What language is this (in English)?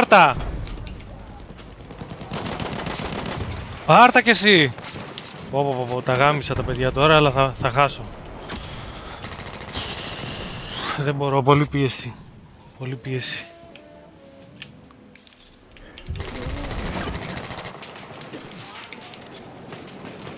Greek